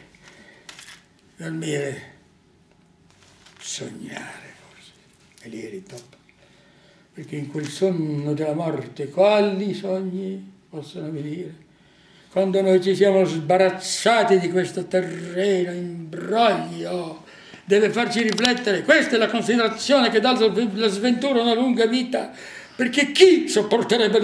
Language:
Italian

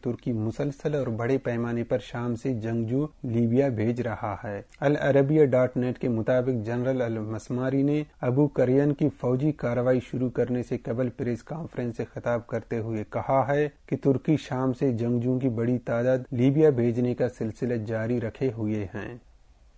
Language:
Urdu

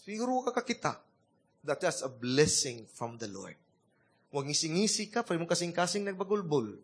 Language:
Cebuano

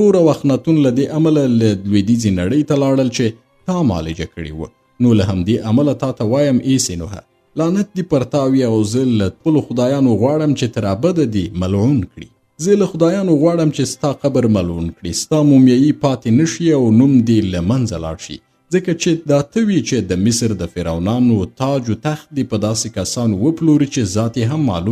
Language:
Pashto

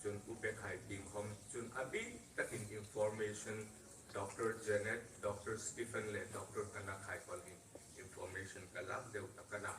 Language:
Hmar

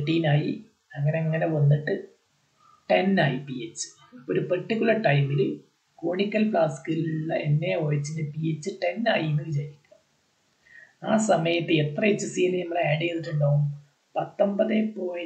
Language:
Malayalam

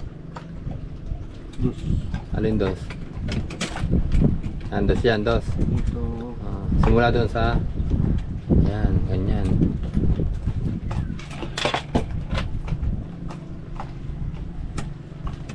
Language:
Filipino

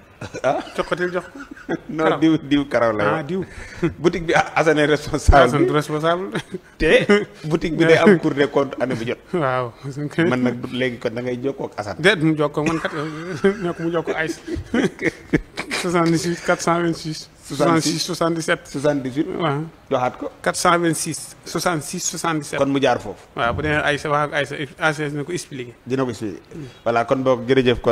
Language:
Wolof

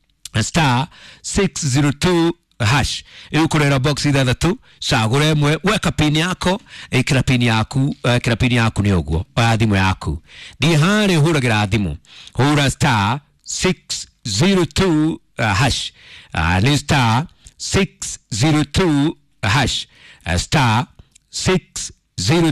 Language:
Kikuyu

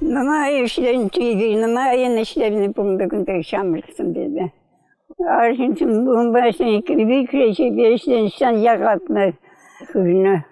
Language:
Chuvash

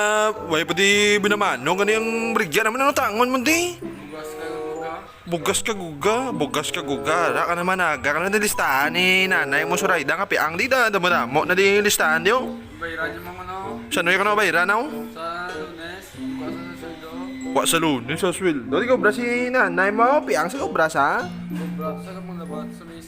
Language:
Hiligaynon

